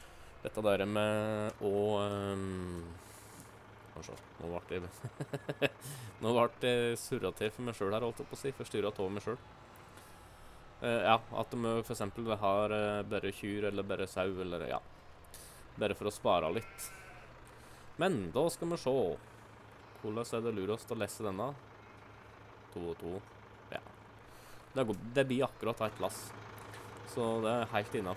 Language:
Norwegian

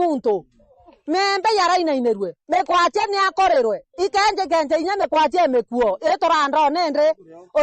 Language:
Meru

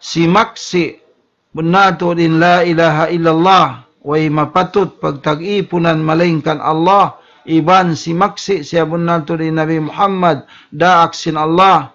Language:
Tausug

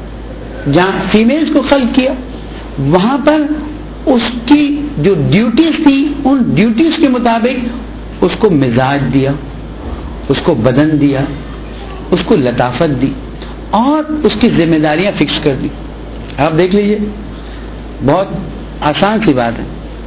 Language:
Urdu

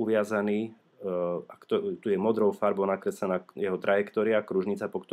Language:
Slovak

